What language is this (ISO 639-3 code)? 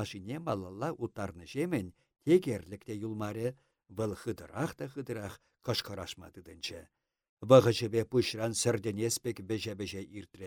chv